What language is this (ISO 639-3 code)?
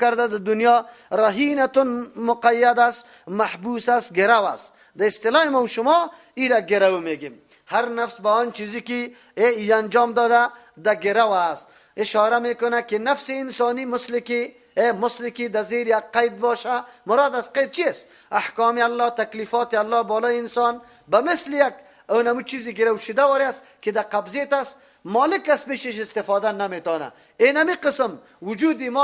fas